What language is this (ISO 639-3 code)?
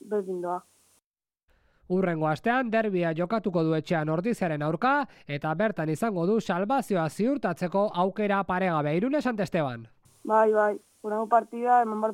eus